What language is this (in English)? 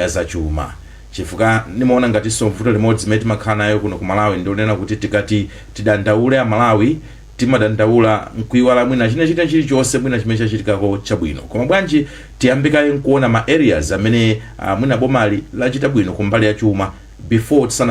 Nyanja